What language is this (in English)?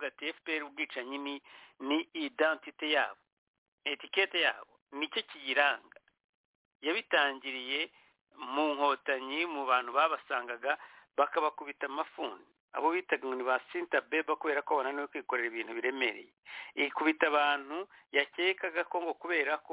Kinyarwanda